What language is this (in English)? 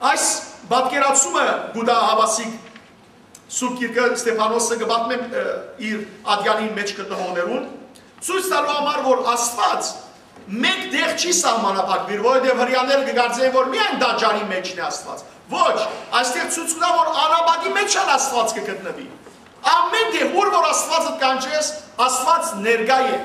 Western Armenian